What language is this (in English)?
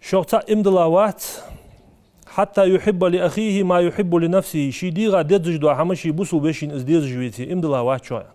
Ingush